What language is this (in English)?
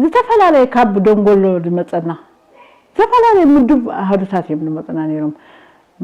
Tigrinya